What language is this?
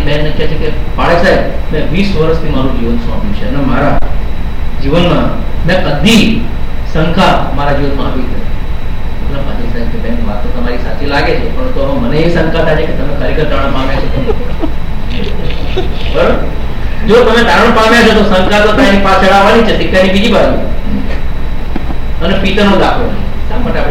Gujarati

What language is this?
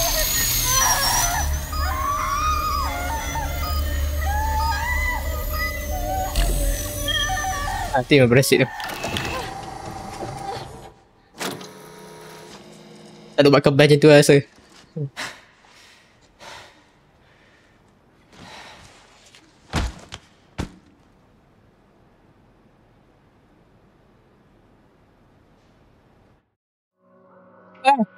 Malay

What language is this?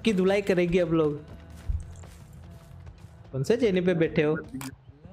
Hindi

